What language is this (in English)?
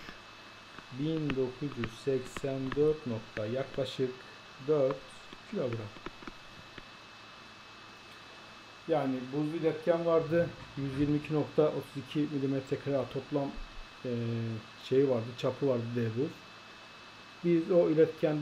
Turkish